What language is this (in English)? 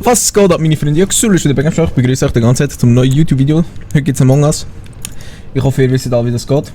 Swiss German